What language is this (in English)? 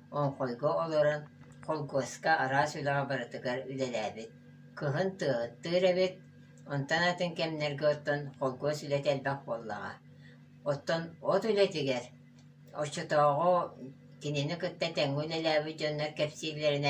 Yakut